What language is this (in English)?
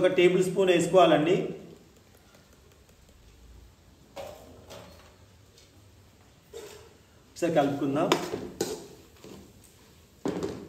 Telugu